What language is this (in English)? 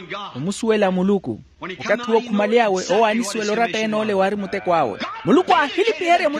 Makhuwa